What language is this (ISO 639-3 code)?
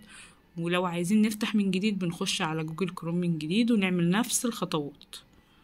arz